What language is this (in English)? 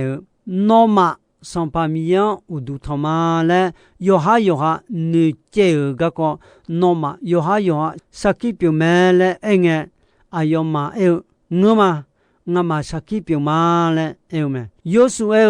Akha